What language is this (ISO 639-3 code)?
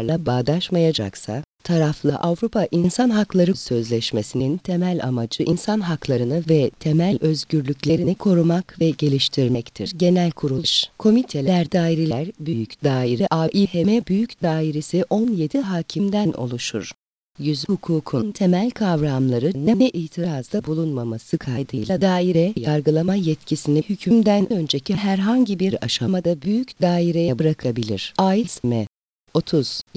tur